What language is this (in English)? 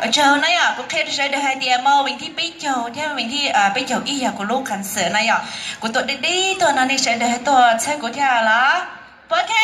Hmong